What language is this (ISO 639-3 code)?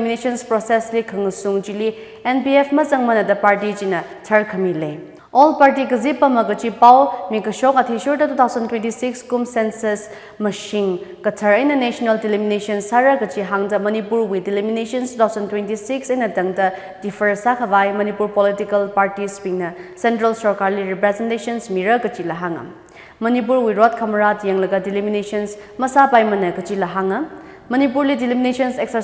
nmf